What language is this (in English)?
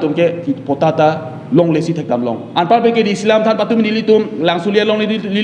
Karbi